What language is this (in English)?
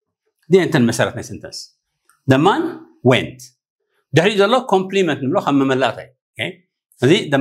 Tigrinya